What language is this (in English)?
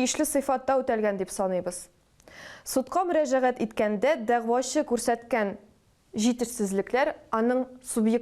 Tatar